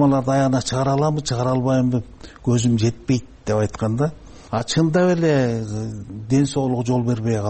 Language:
Kyrgyz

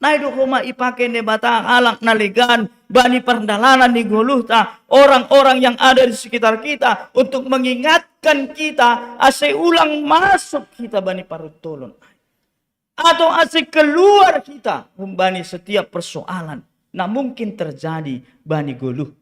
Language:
Batak Simalungun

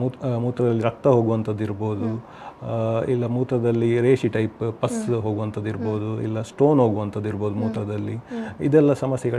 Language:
Kannada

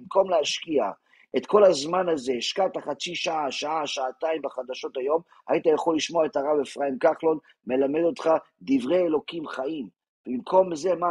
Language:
Hebrew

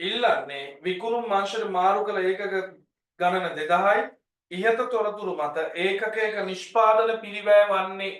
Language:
Sinhala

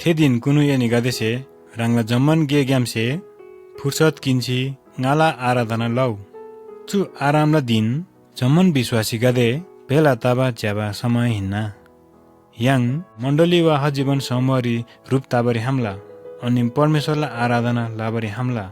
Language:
Eastern Tamang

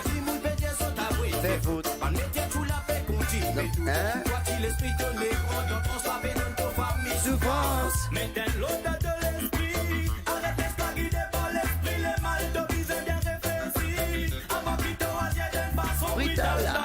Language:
Morisyen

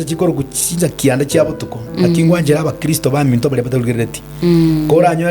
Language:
Gusii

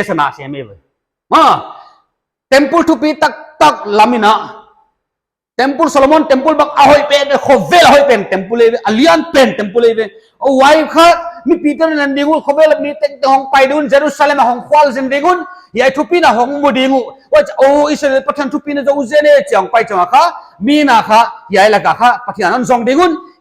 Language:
Paite Chin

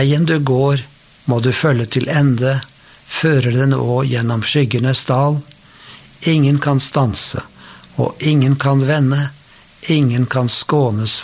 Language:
Norwegian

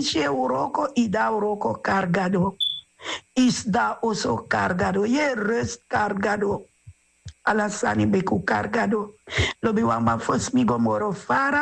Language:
Sranan Tongo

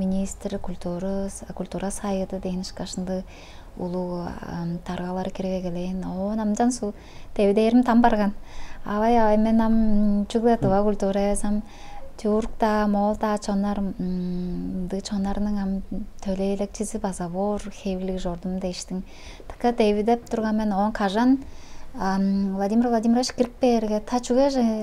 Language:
Tuvinian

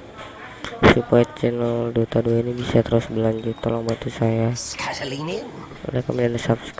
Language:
Indonesian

